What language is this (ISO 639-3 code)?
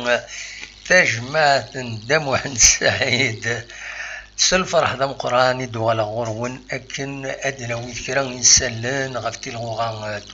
kab